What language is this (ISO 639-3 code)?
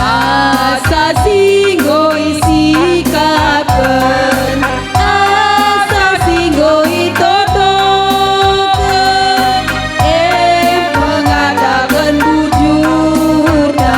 btx